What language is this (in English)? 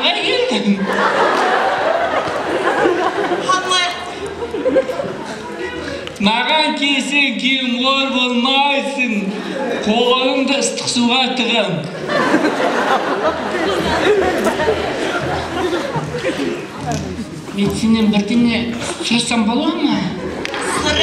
Kazakh